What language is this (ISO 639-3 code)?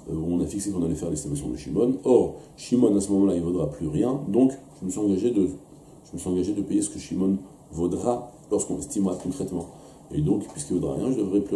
fra